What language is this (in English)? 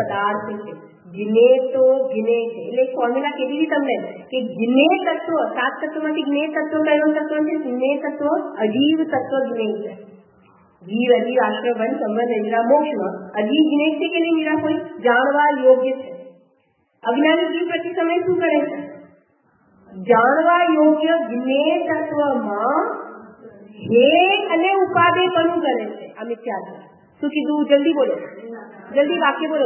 Gujarati